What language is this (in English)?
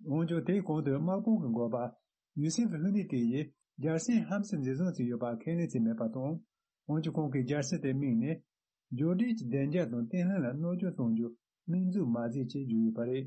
Tibetan